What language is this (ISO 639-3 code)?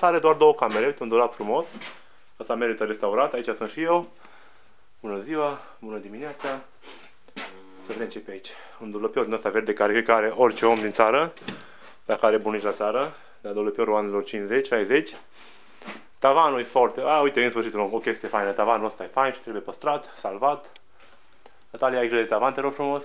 ron